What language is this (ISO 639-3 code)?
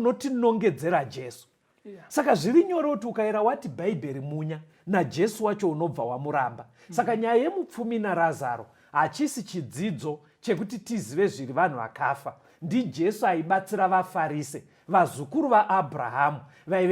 sna